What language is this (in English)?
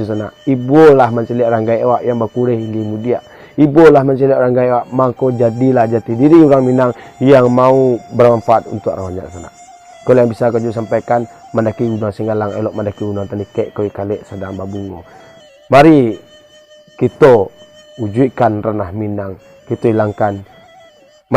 Minangkabau